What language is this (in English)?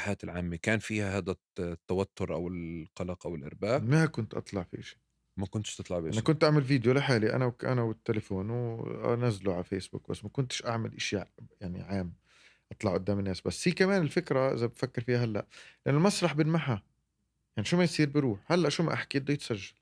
North Levantine Arabic